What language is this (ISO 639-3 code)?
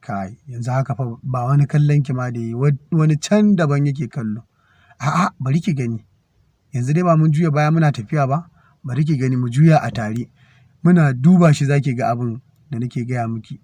hau